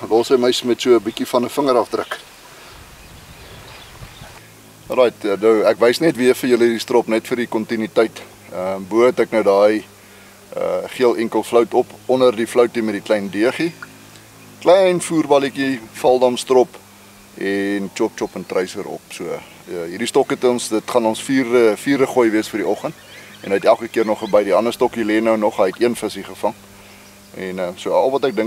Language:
Afrikaans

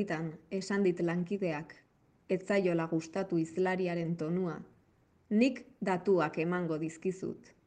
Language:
Basque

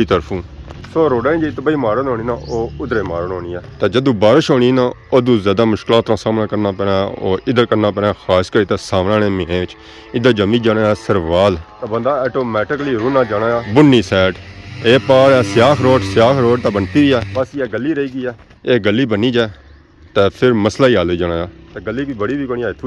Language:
Pahari-Potwari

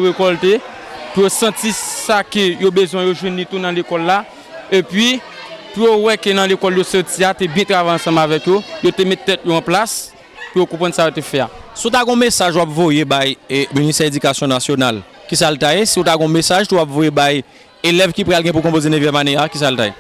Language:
Haitian Creole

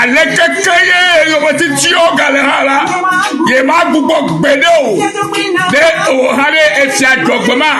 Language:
Ewe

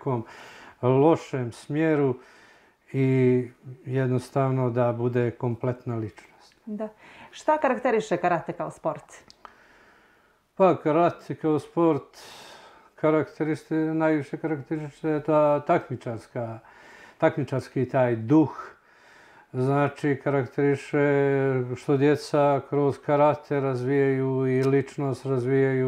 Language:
Bosnian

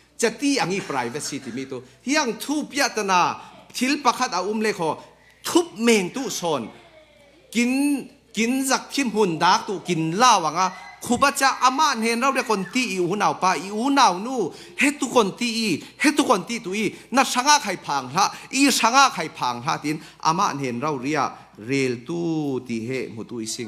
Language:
Falam Chin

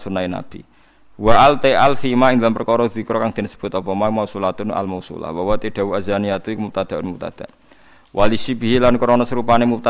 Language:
Javanese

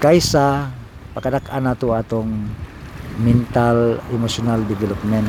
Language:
Cebuano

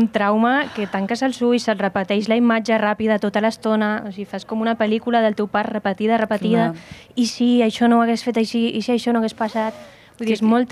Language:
Catalan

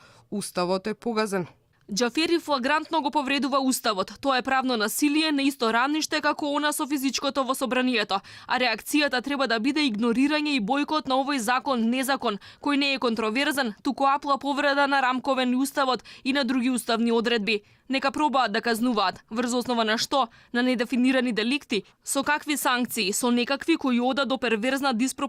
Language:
Macedonian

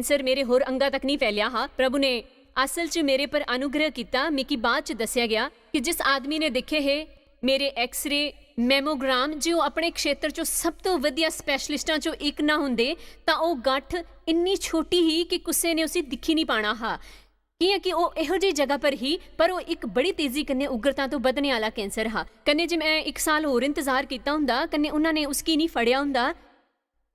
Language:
Dogri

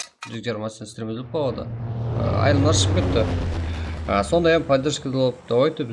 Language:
Kara-Kalpak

